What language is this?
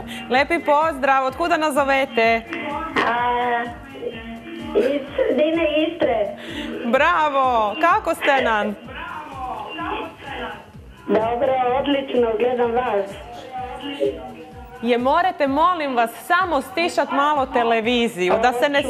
Croatian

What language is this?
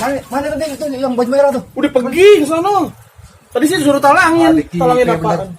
Betawi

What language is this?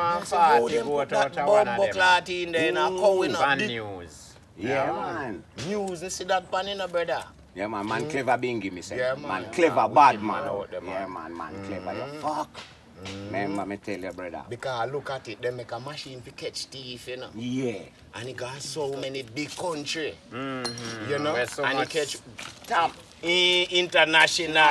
Jamaican Creole English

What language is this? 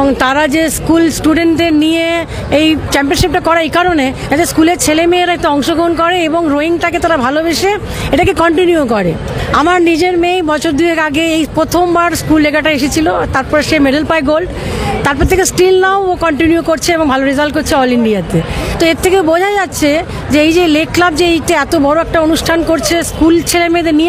Bangla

